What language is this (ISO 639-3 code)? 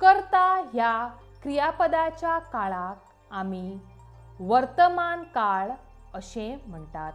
kok